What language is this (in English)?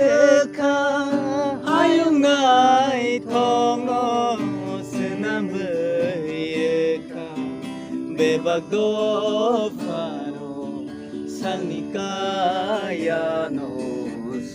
Kok Borok